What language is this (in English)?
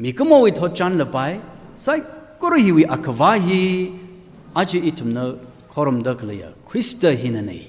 Tangkhul Naga (India)